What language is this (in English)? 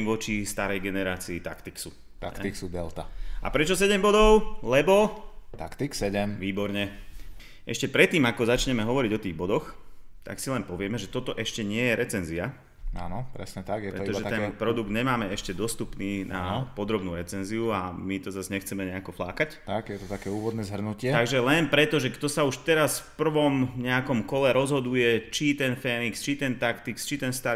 Slovak